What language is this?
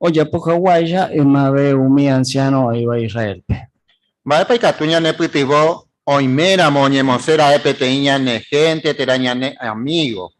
Guarani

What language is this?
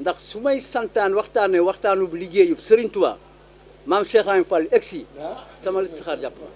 Wolof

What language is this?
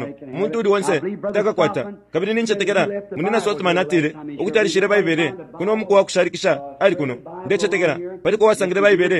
Bemba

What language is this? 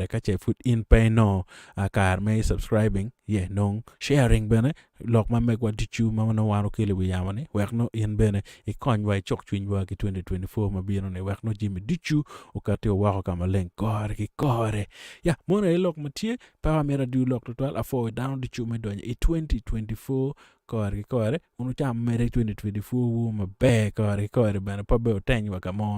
Acoli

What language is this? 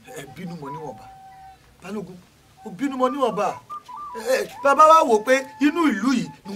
Yoruba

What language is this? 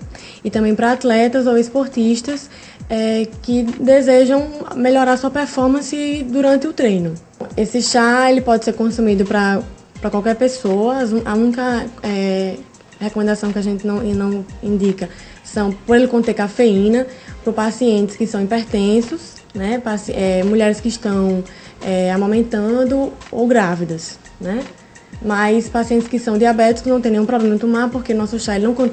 Portuguese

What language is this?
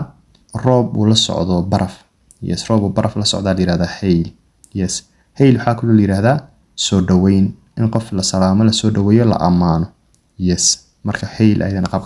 Somali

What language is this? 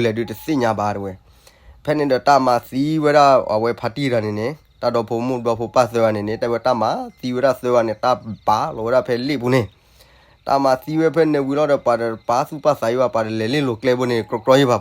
S'gaw Karen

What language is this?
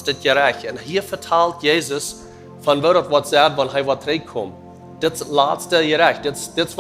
Plautdietsch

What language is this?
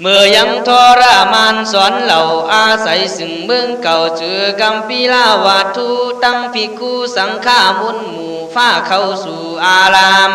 Khün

